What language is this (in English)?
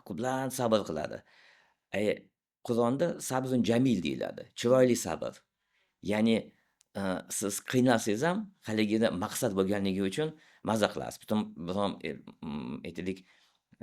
Uzbek